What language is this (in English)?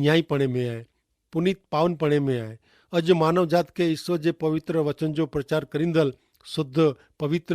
Kachhi